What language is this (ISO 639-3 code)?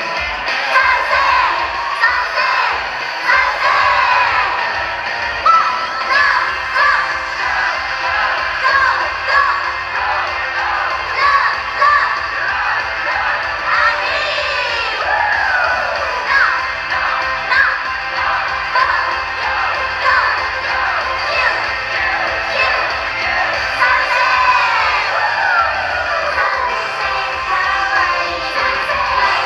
tha